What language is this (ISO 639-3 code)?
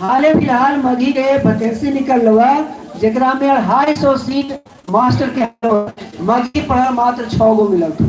mag